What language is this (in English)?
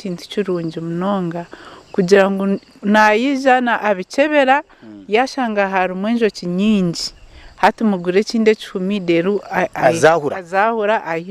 Nyankole